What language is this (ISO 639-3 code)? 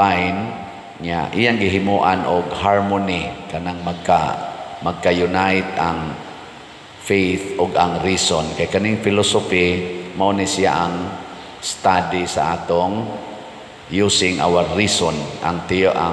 ceb